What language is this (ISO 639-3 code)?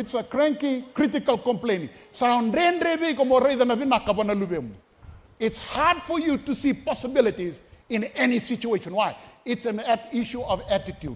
fij